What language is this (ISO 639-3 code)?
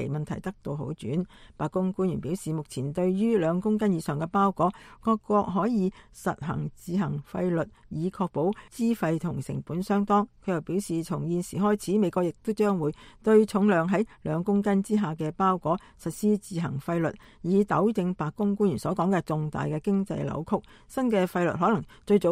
yue